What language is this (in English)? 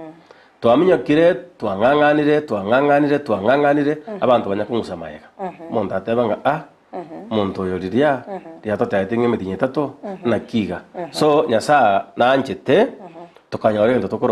Gusii